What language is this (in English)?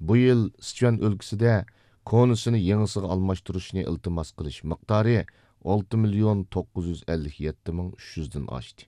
Uyghur